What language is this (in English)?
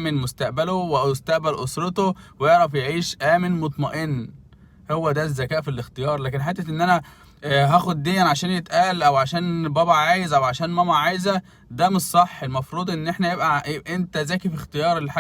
Egyptian Arabic